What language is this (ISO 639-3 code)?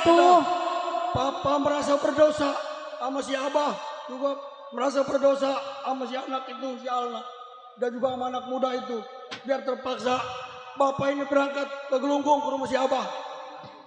bew